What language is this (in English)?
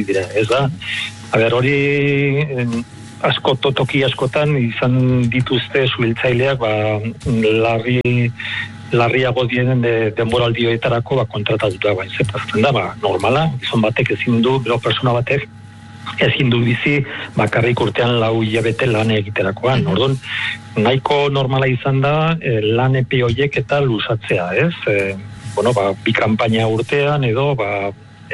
Basque